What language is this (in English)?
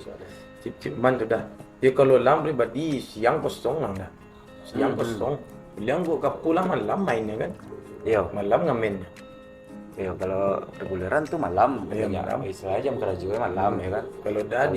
Minangkabau